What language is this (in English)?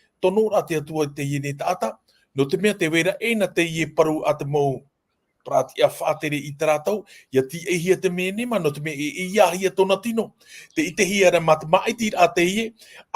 Tahitian